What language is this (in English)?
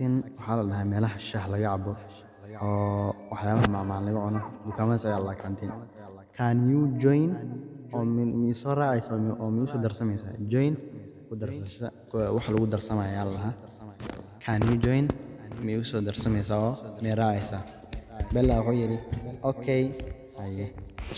Somali